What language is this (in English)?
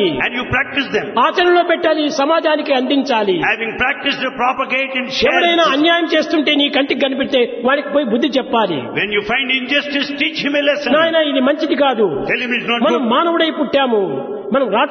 Telugu